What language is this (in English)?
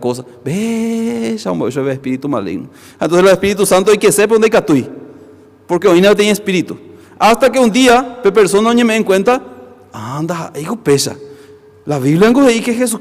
Guarani